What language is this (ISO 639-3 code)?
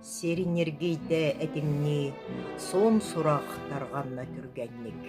sah